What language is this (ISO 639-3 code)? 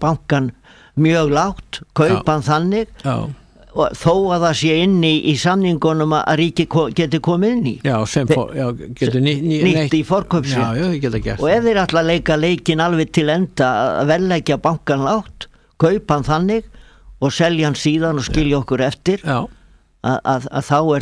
isl